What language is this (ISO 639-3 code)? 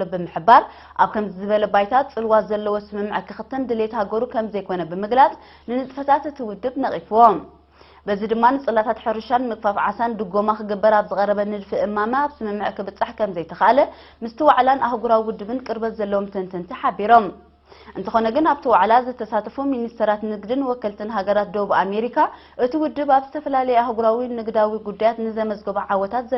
tir